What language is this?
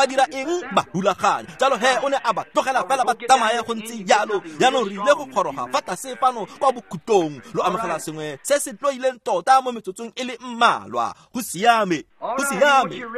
Tswana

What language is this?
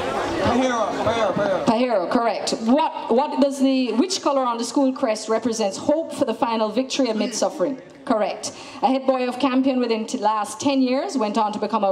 English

